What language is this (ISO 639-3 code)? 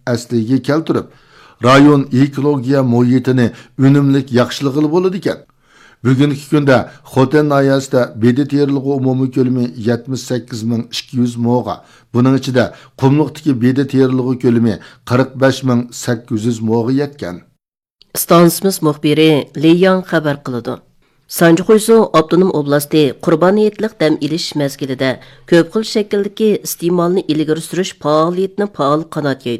uig